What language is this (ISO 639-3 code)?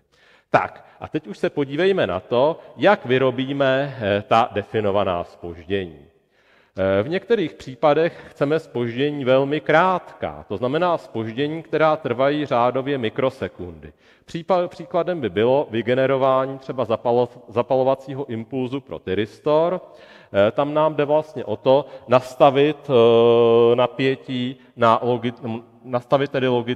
ces